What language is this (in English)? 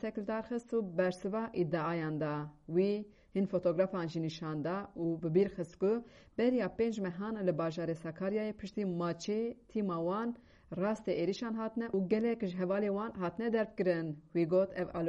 Kurdish